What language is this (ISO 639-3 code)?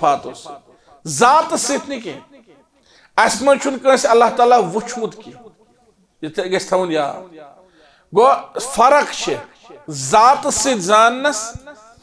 kas